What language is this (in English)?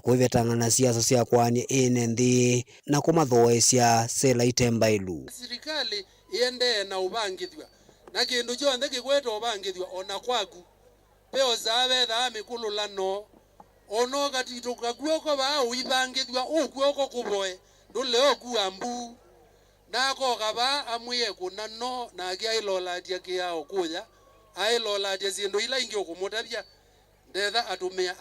Kamba